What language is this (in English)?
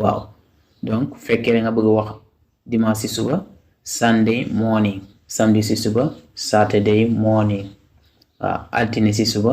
Wolof